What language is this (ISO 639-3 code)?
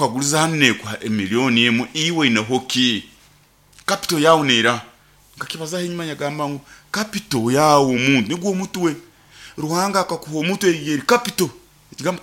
nyo